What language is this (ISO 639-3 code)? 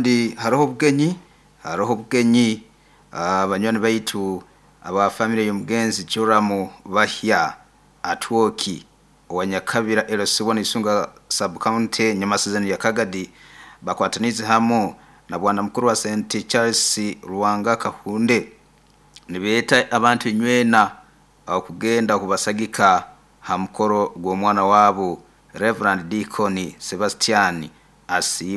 nyo